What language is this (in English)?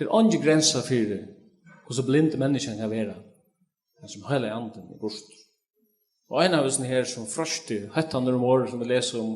Faroese